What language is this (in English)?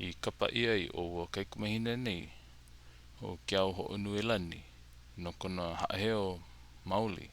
Hawaiian